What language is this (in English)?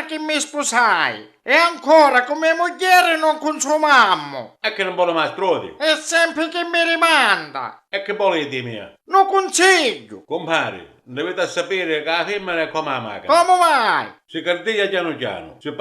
Sicilian